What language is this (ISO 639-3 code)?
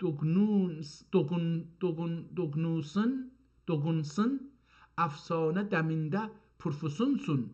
azb